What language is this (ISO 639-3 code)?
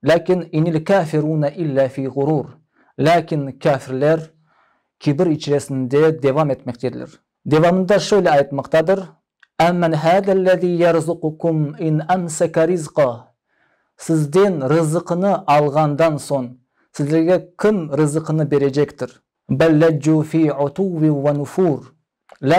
crh